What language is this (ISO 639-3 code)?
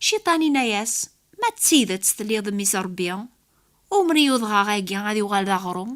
kab